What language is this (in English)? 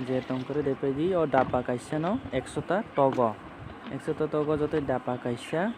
Kok Borok